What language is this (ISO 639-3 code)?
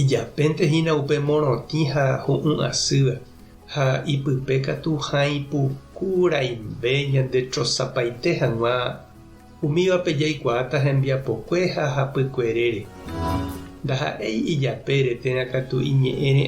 grn